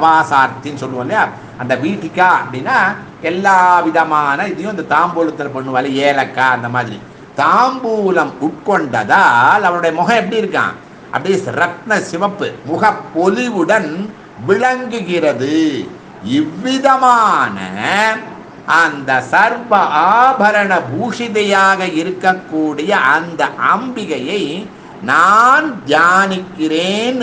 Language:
Tamil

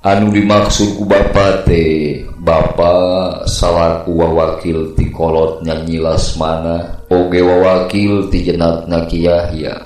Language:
Sundanese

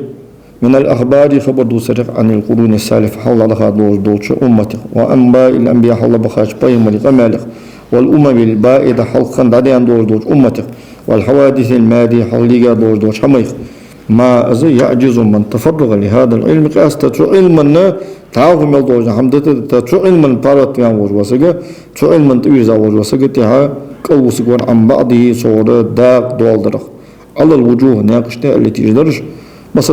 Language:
Ingush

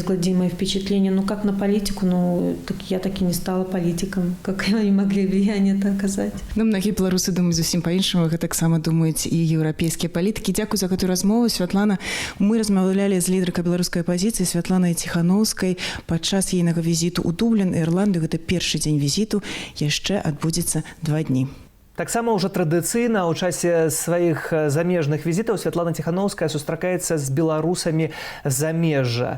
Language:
Belarusian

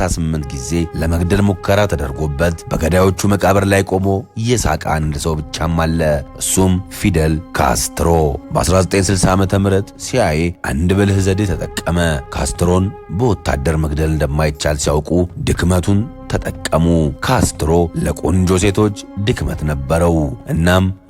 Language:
Amharic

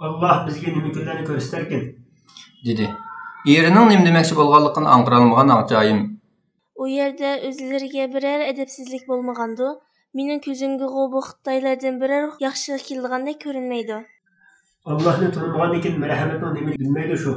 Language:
Uyghur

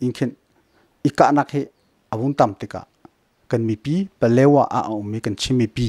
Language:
Hakha Chin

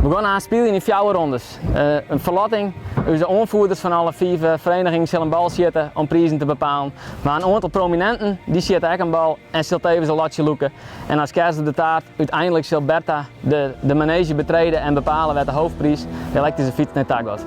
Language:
Western Frisian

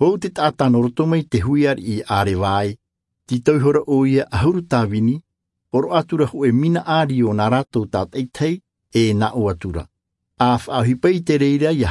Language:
Tahitian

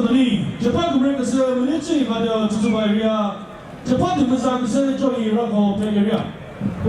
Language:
Chokri Naga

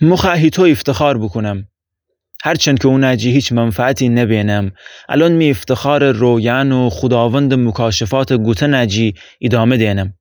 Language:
Gilaki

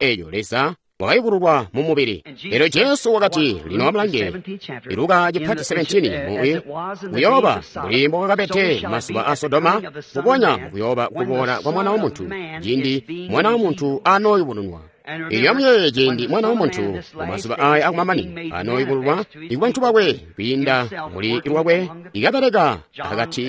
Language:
Tonga (Zambia)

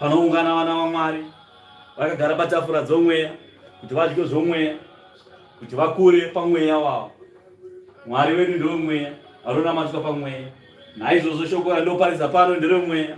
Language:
Shona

